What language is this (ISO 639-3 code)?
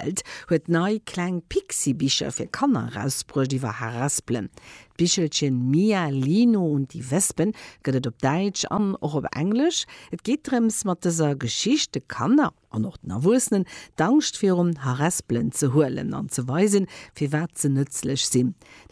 ltz